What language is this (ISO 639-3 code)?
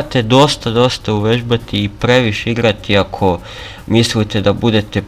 srp